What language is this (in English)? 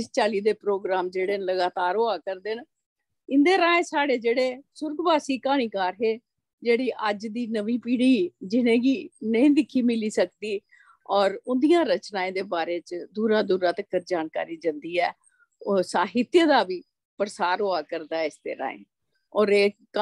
Dogri